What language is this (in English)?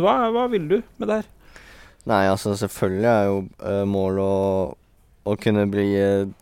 Norwegian